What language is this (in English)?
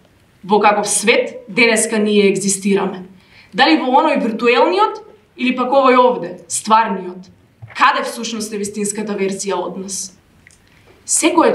Macedonian